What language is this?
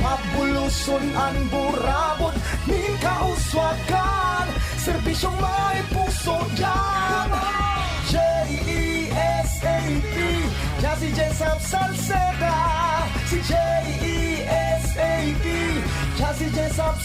Bikol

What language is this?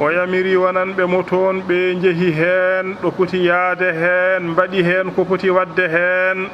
Fula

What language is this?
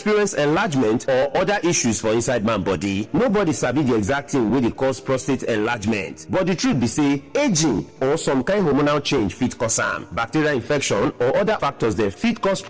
Nigerian Pidgin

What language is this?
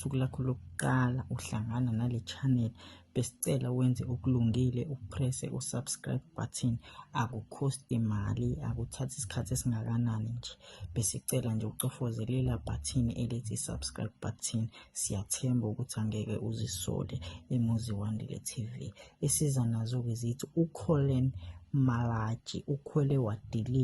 Zulu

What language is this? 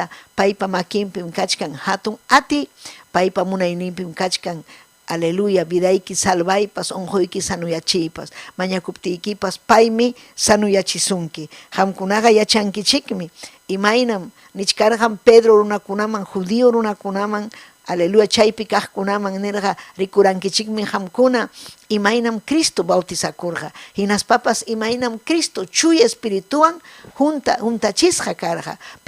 Ayacucho Quechua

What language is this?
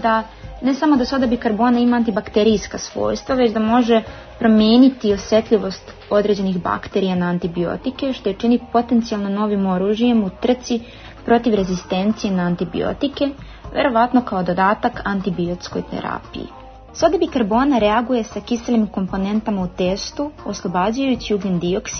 Serbian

